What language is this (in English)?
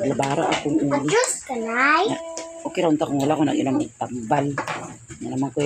Cebuano